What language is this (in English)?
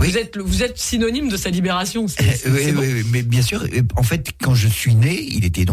French